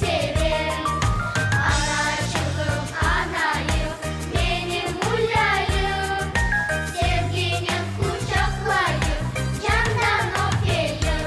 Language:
Crimean Tatar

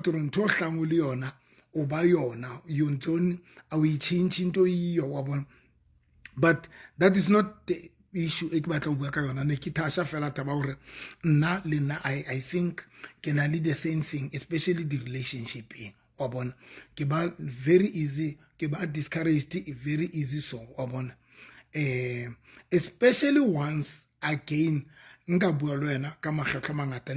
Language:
Southern Sotho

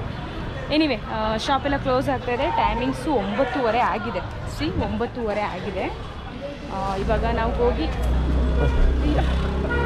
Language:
Kannada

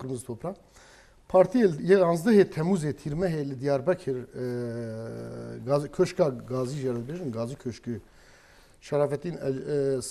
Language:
Kurdish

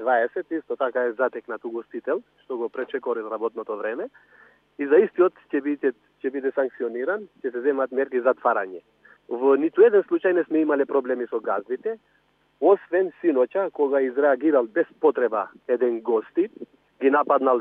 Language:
Macedonian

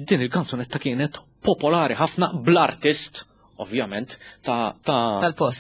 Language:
Maltese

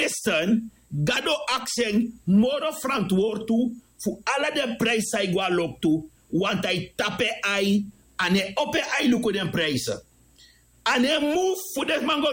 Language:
Sranan Tongo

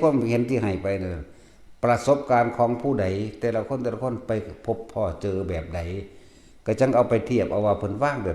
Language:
Northeastern Thai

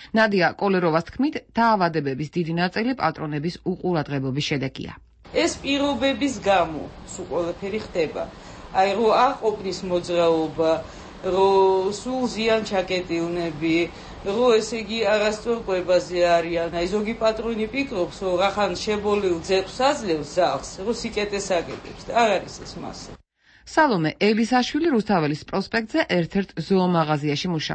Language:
Georgian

